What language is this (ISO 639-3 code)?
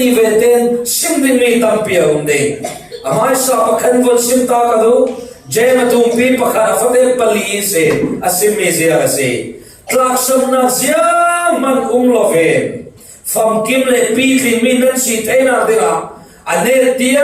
cfm